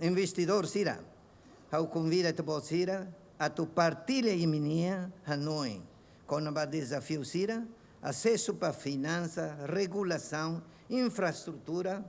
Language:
Tetum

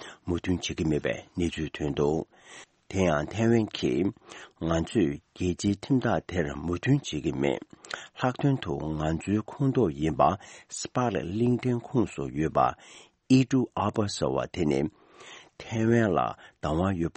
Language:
Tibetan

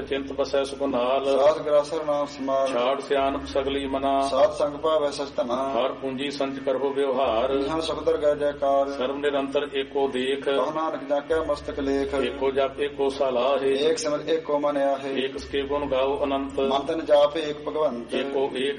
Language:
Punjabi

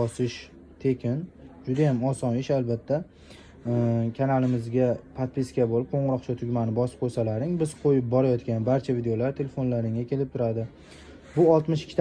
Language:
Uzbek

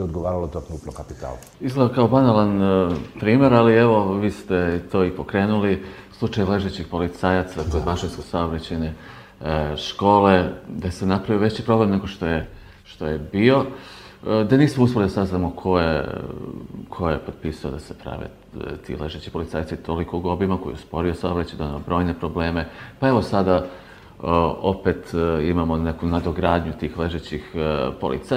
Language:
Serbian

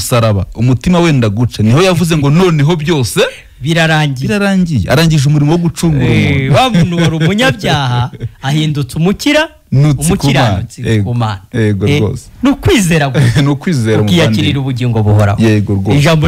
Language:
Kinyarwanda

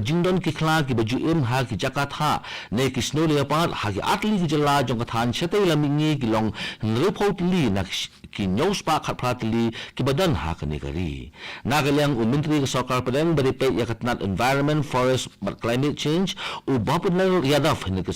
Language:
Khasi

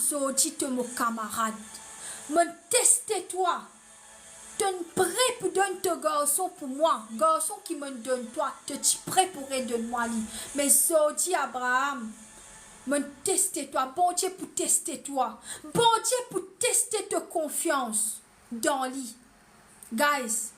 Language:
Morisyen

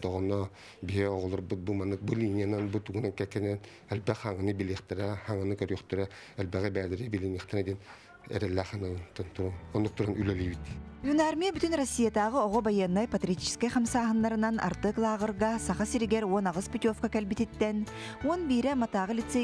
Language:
Yakut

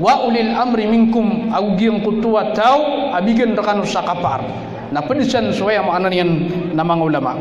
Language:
Maranao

